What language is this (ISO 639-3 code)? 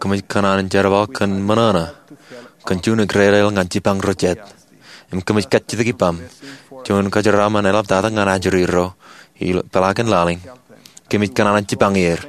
mah